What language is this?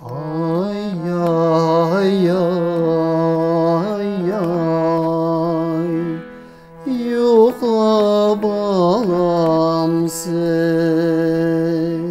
Crimean Tatar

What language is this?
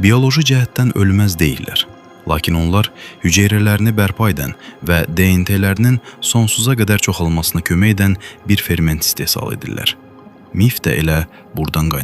Azerbaijani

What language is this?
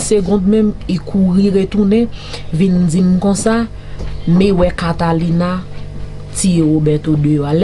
Haitian Creole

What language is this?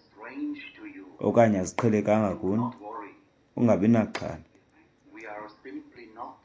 Xhosa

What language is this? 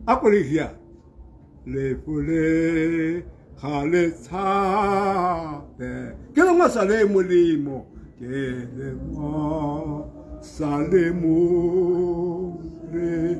Tswana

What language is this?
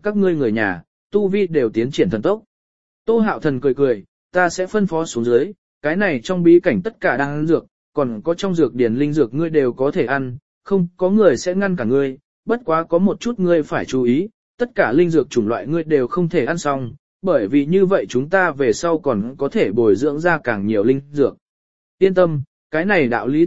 Vietnamese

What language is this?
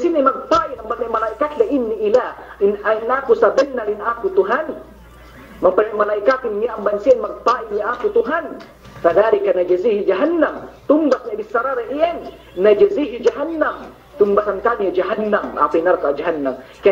Yakan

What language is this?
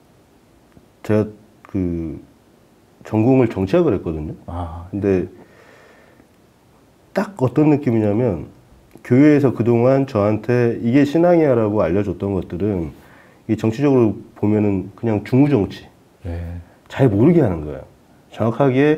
Korean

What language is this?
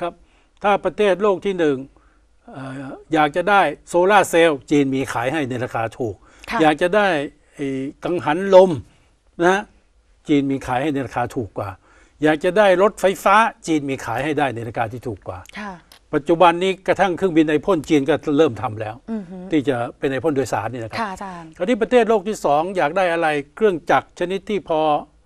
Thai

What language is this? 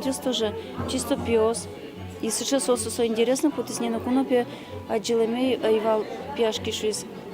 Udmurt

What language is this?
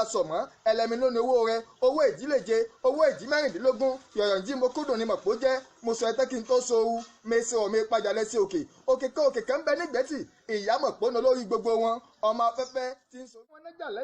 Yoruba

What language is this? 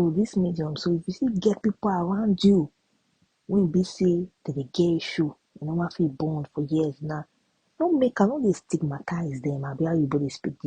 Nigerian Pidgin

